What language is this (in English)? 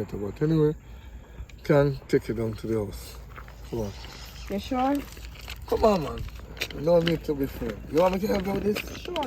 Jamaican Creole English